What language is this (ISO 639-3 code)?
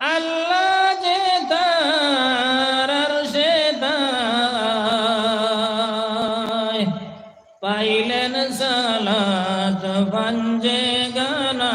syl